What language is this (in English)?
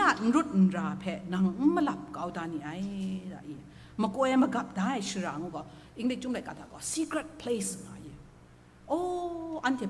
Kachin